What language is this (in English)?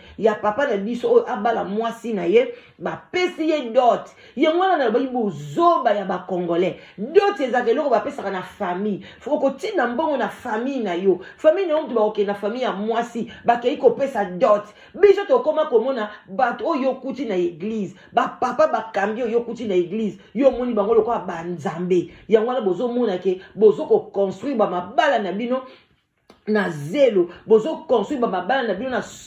Lingala